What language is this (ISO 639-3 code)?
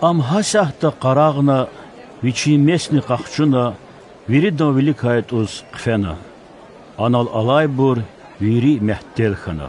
lez